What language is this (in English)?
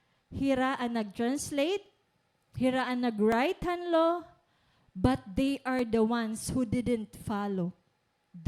Waray